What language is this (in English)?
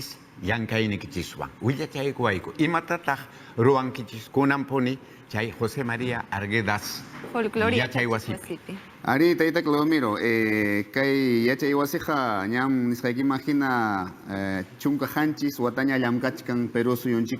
Ayacucho Quechua